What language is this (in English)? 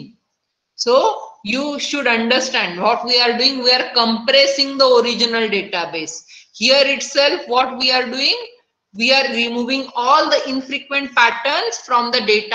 English